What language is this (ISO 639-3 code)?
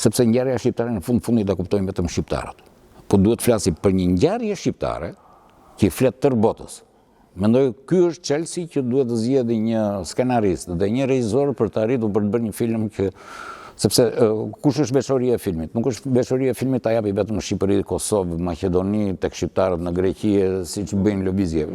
sqi